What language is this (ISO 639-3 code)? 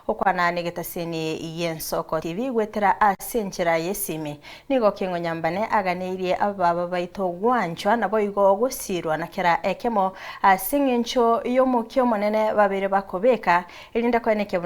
guz